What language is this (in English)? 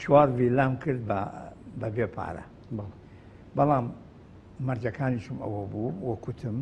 Central Kurdish